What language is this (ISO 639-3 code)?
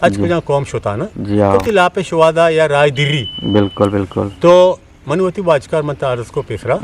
bgp